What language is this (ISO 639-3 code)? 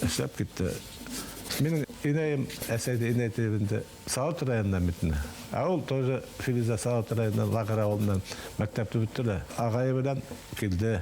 bak